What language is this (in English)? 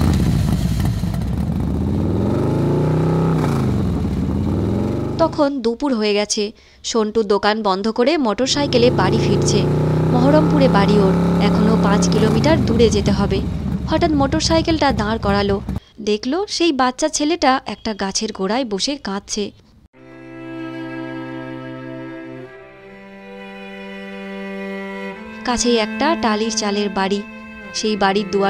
Bangla